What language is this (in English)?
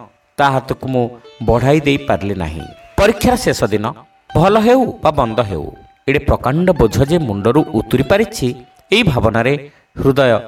Odia